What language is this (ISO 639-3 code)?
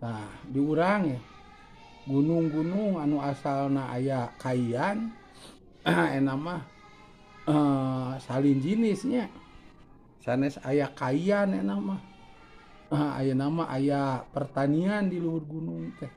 sun